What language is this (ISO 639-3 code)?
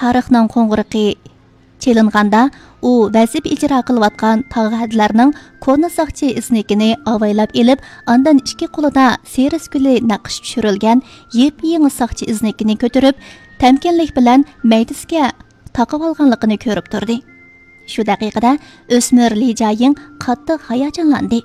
uig